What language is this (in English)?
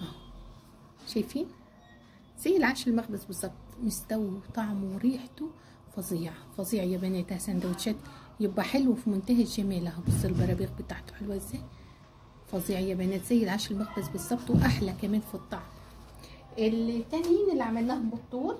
Egyptian Arabic